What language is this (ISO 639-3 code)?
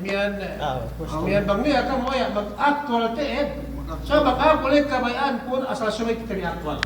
yka